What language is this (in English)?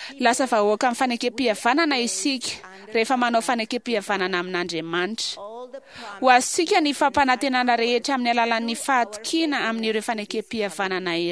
Malagasy